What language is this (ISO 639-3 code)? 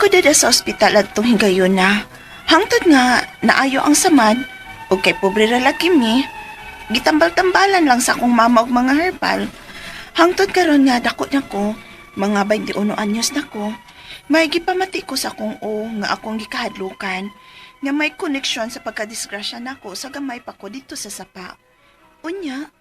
ceb